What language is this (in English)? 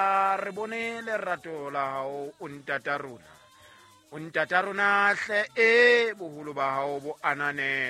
Southern Sotho